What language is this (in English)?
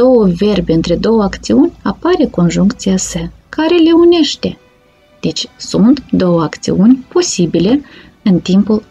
Romanian